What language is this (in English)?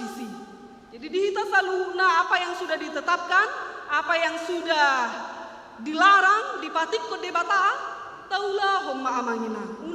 Batak Toba